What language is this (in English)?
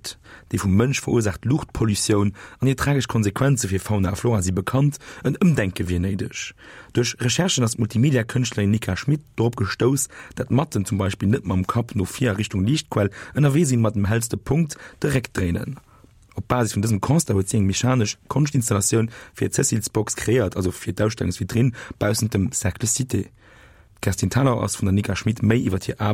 Luxembourgish